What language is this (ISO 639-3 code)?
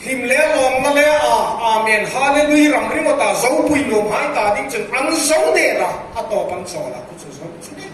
hmr